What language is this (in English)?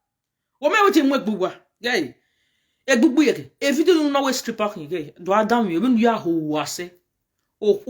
Nigerian Pidgin